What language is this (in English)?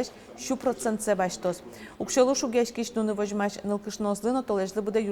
Udmurt